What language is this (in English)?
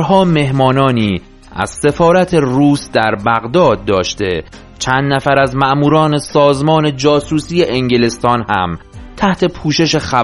Persian